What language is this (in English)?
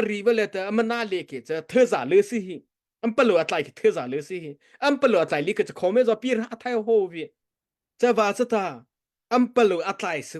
Mara Chin